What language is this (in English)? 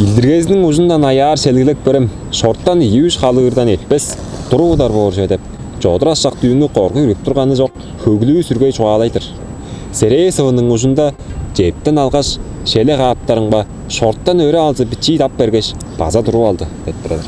Tuvinian